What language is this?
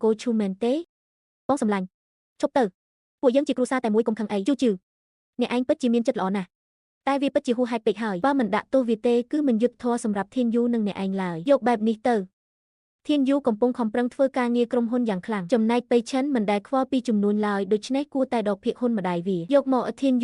Khmer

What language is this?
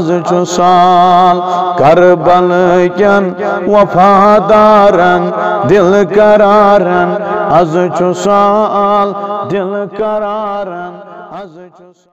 Kashmiri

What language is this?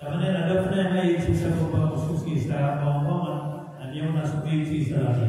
Maranao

